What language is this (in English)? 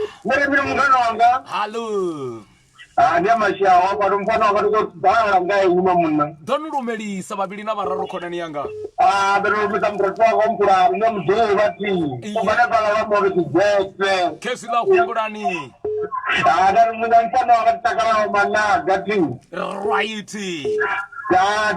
Venda